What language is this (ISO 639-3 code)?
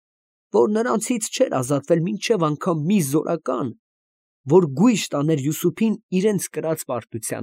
hye